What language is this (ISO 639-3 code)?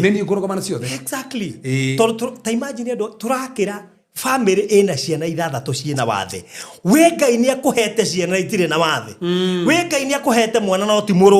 kik